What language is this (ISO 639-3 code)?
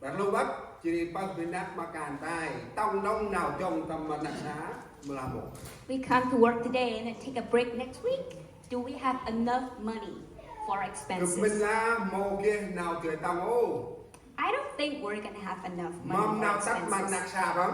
cmo